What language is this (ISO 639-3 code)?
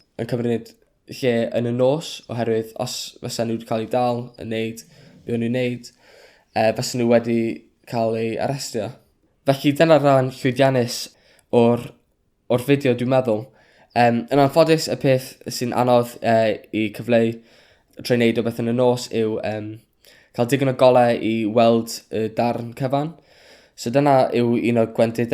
cym